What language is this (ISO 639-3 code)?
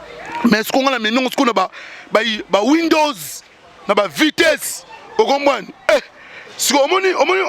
lin